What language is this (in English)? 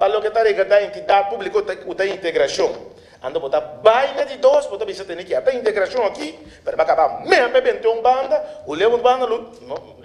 Papiamento